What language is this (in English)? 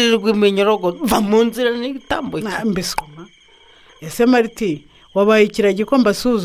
Kinyarwanda